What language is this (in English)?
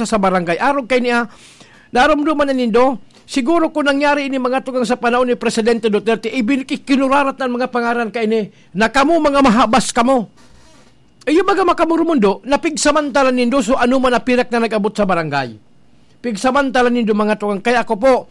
Bikol